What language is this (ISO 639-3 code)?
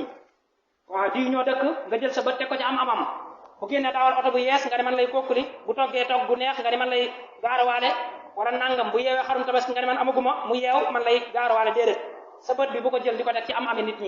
wol